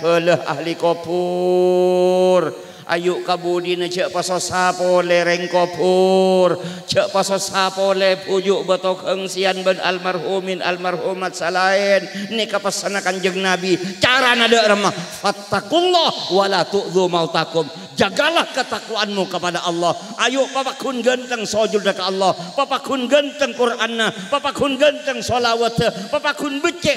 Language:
Madurese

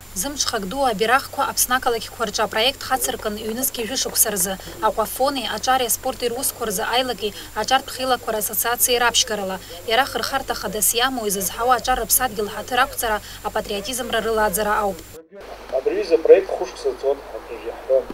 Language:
Abkhazian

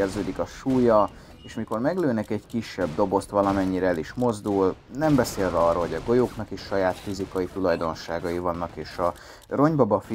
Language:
Hungarian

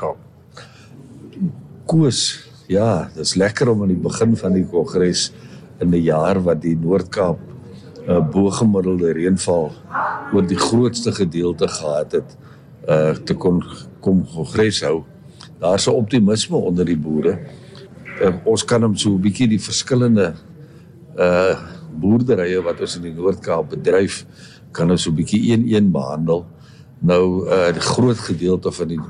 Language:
Afrikaans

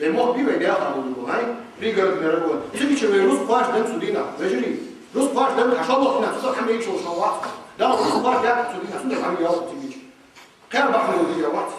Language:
Ingush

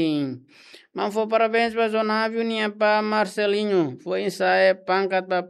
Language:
Tetum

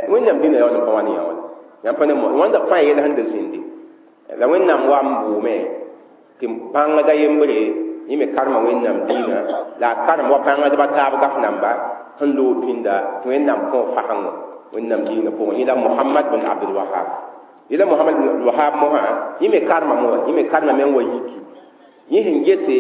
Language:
Mossi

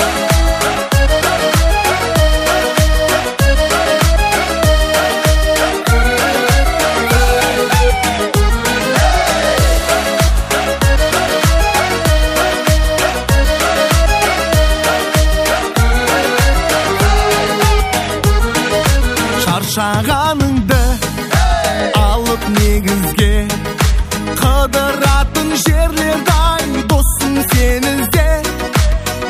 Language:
Kazakh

